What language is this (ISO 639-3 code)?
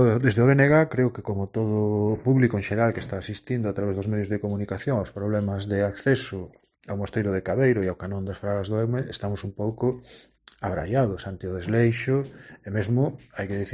glg